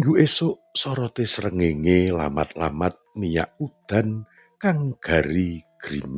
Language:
Javanese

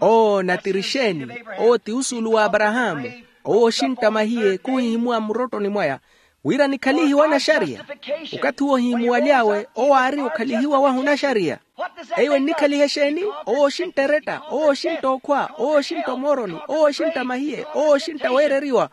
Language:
Makhuwa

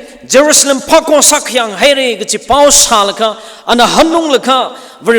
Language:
Tangkhul Naga (India)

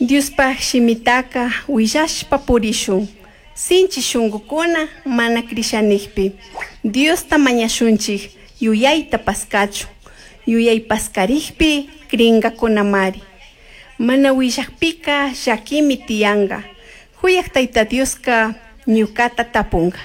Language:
Chimborazo Highland Quichua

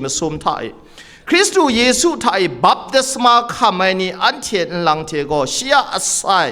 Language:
Kachin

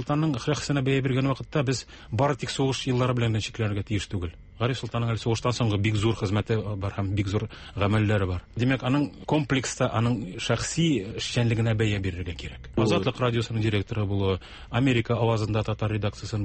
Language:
Tatar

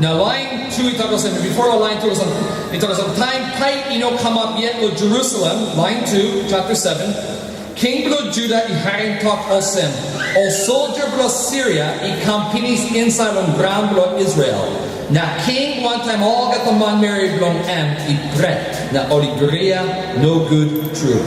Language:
Tok Pisin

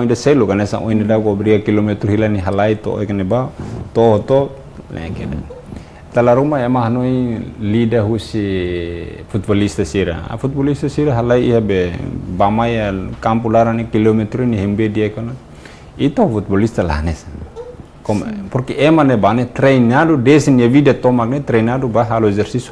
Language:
Tetum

